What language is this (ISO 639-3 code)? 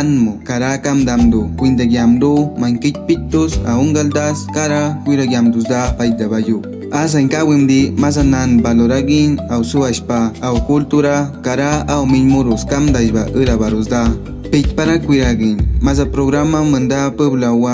kwi